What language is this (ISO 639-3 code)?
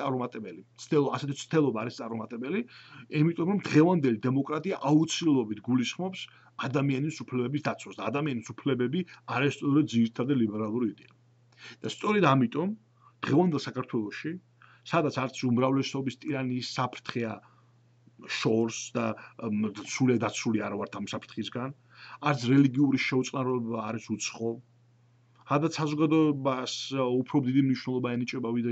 kat